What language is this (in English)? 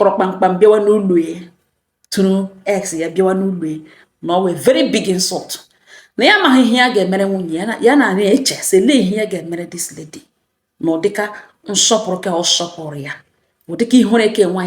Igbo